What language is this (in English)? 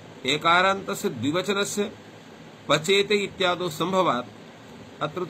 Sanskrit